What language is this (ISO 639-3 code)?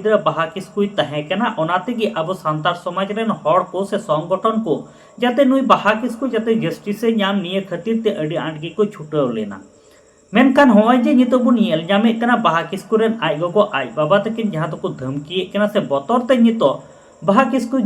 sat